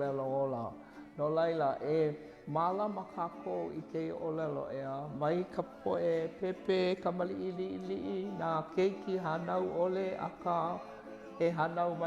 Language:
Hawaiian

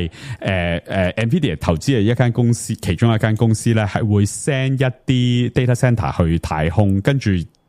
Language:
Cantonese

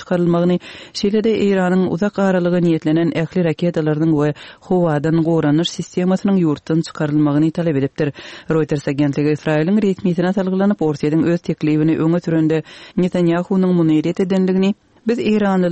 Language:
Turkmen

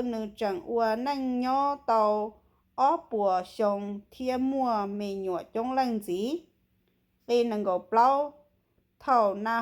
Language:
Hmong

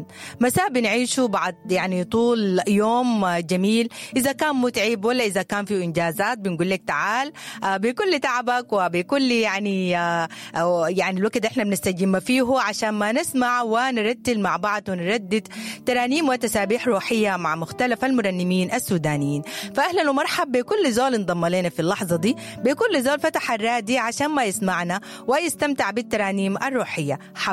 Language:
Sudanese Arabic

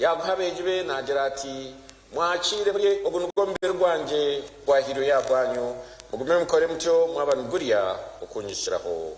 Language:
Nyankole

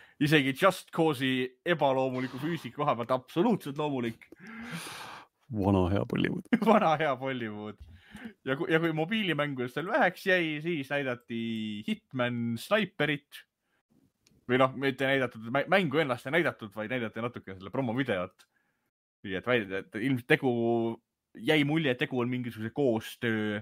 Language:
Estonian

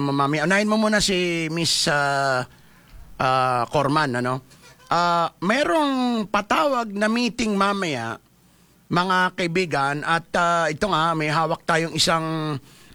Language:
Filipino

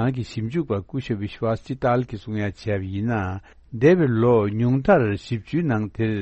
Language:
Tibetan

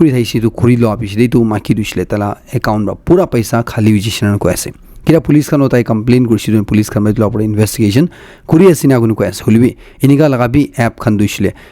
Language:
Naga Pidgin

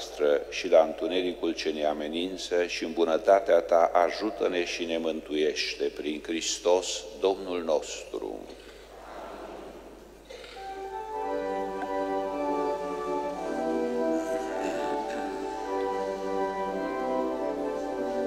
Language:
Romanian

